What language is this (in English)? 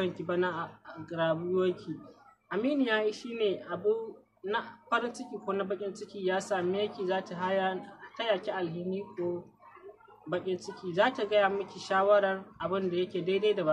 Hausa